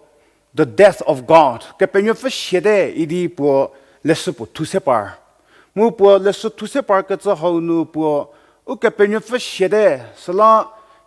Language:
Angami Naga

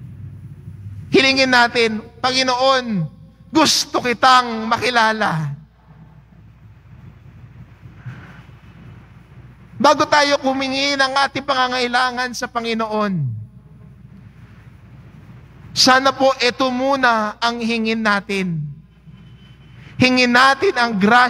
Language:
Filipino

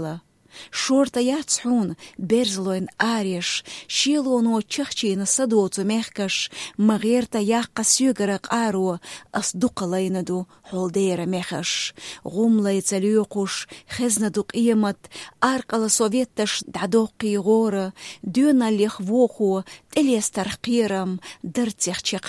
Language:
Chechen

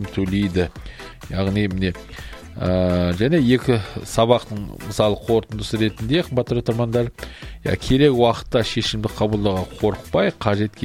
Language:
Kazakh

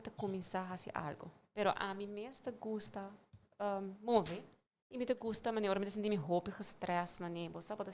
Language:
Papiamento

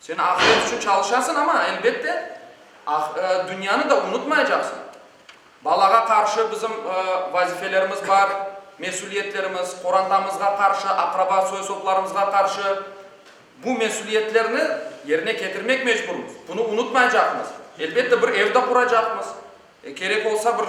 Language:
Crimean Tatar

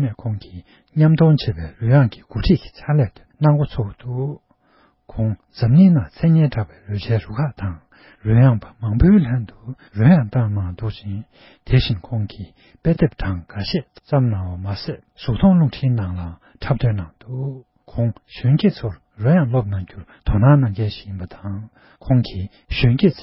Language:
Tibetan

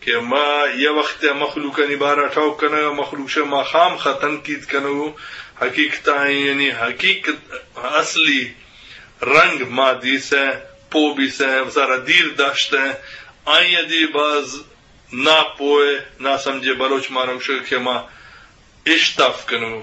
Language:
Eastern Balochi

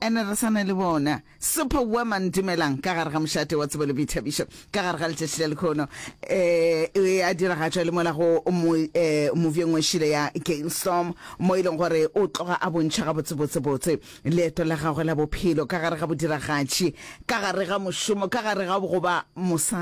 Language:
Northern Sotho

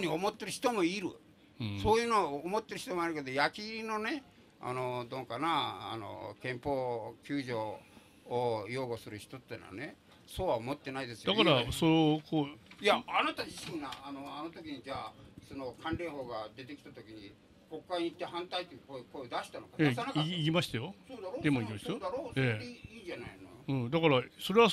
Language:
Japanese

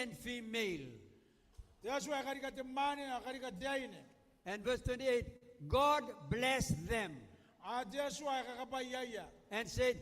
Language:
Gilbertese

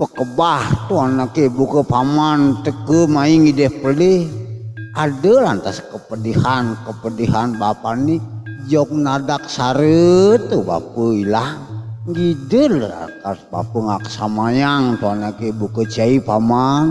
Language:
Balinese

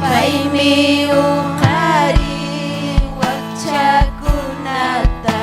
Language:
Ayacucho Quechua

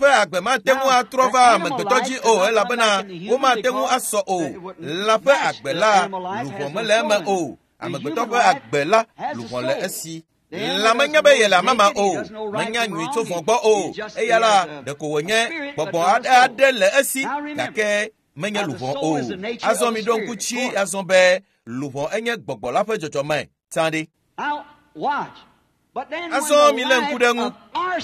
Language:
Ewe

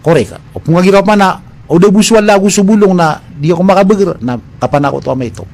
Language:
Maranao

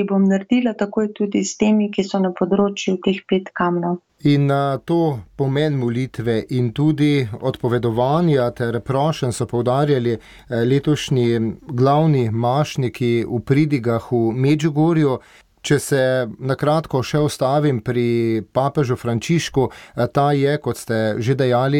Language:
Slovenian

